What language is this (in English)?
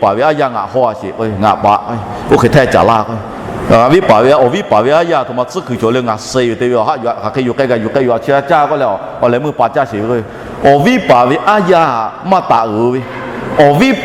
Lahu